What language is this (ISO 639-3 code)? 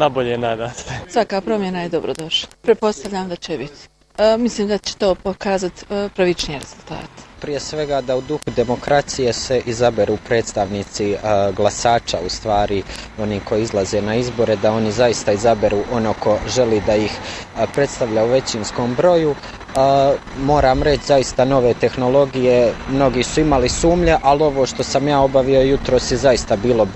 bos